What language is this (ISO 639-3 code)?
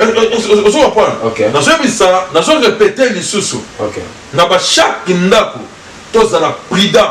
lin